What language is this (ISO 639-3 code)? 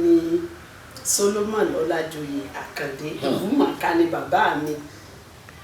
yor